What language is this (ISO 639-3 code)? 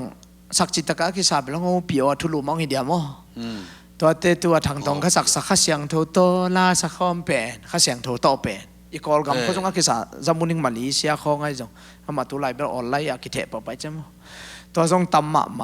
ctd